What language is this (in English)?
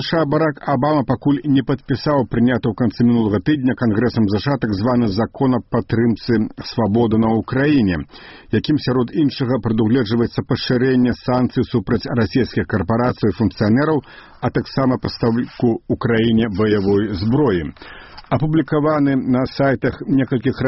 Belarusian